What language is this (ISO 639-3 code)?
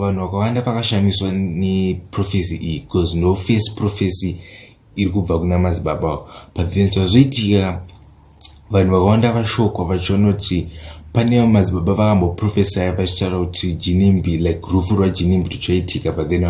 sna